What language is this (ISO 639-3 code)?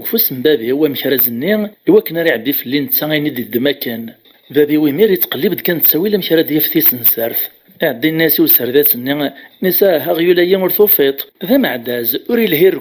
kab